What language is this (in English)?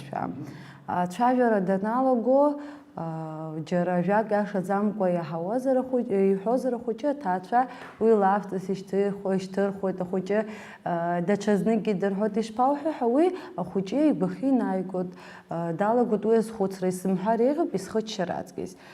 Abkhazian